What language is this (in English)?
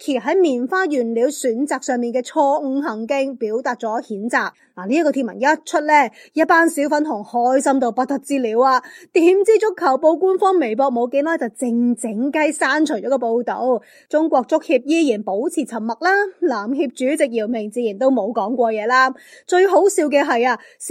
Cantonese